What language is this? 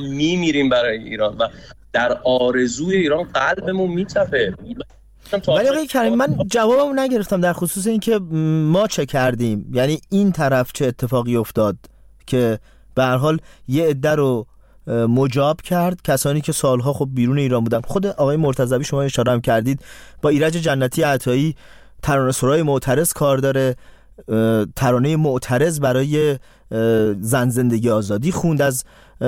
Persian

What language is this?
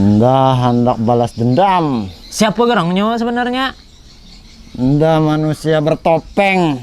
Banjar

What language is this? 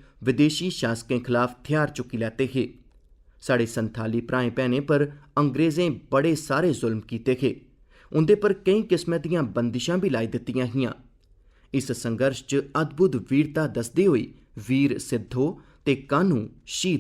Dogri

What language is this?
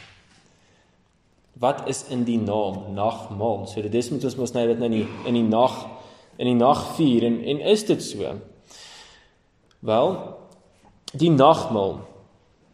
Afrikaans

